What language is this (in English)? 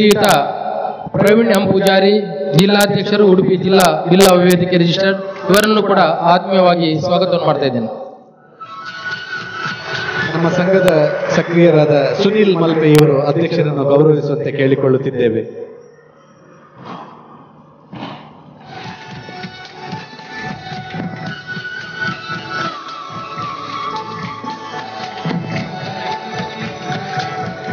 Kannada